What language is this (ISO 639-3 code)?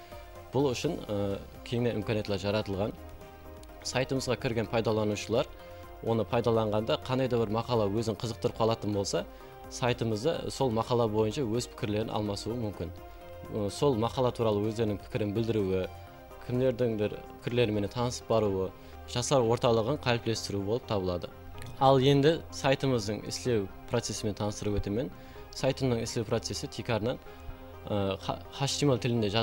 kaa